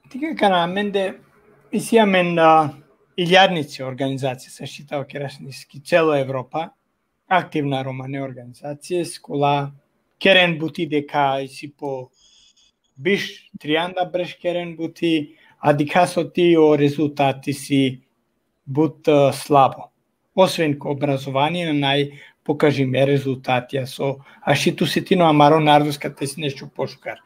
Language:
Balkan Romani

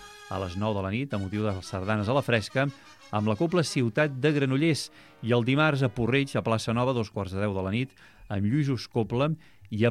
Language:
Catalan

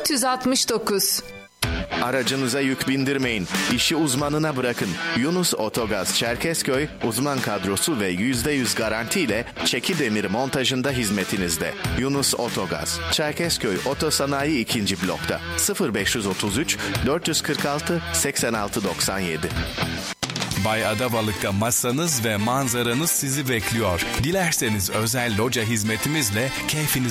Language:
Turkish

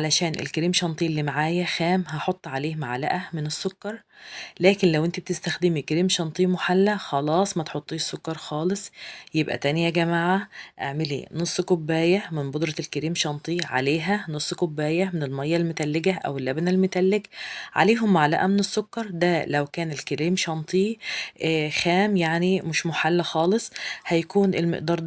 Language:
Egyptian Arabic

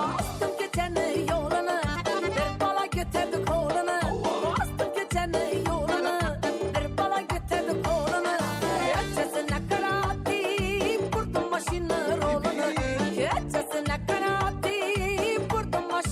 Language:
Kara-Kalpak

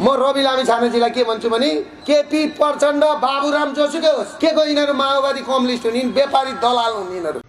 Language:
Nepali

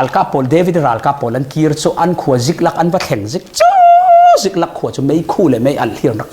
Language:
Falam Chin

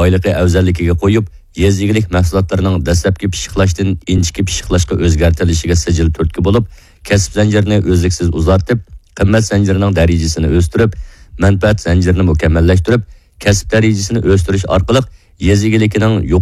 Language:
Uyghur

